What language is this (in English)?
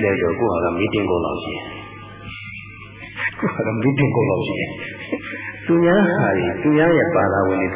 Burmese